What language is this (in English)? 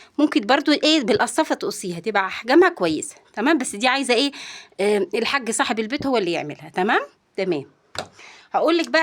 Egyptian Arabic